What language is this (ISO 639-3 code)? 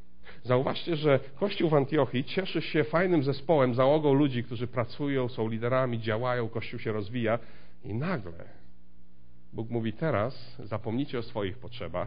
pol